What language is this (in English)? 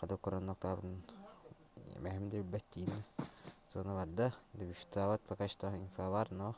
Yakut